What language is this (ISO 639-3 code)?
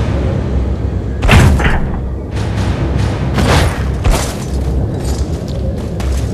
pol